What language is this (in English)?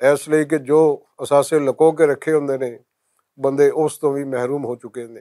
Western Panjabi